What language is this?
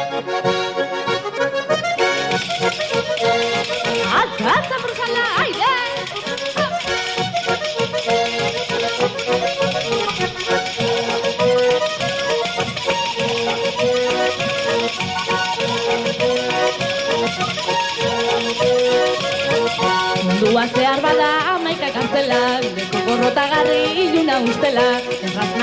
Basque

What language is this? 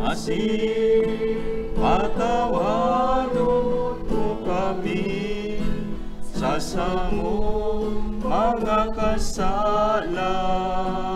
Bikol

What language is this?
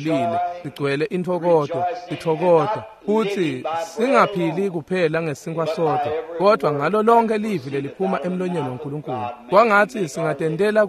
Swati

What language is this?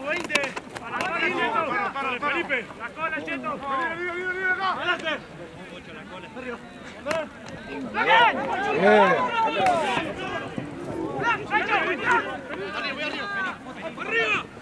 Spanish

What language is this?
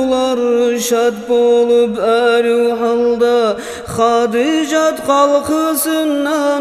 Kumyk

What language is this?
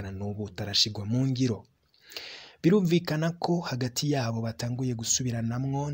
Rundi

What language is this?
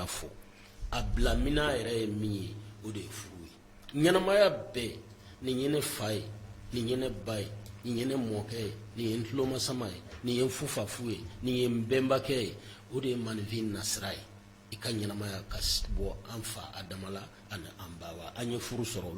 Bambara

